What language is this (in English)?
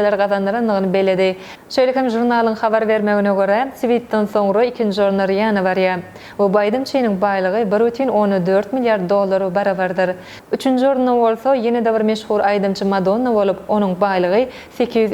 Turkmen